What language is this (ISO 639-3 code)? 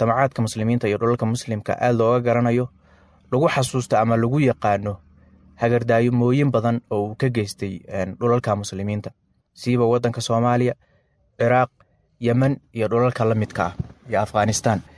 som